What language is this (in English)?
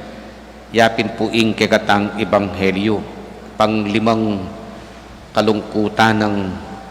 Pampanga